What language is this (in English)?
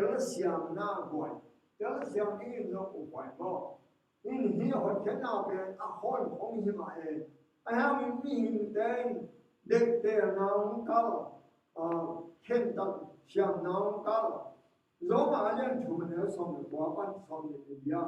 Tedim Chin